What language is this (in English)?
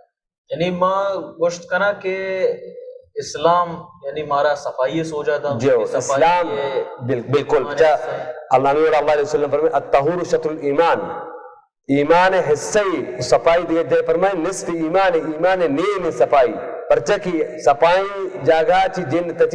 Baluchi